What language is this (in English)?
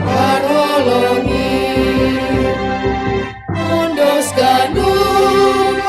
Batak Simalungun